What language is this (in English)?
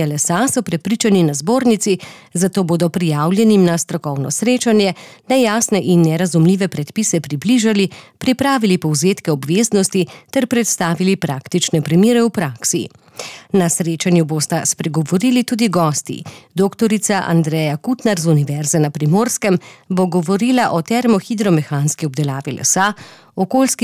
Slovenian